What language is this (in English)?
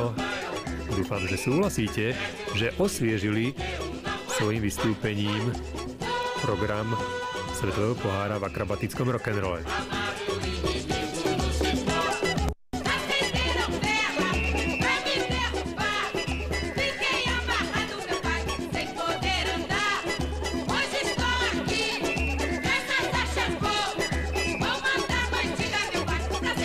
Slovak